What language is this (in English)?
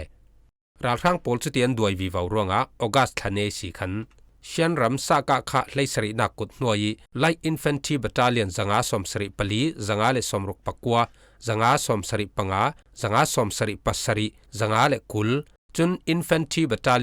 Falam Chin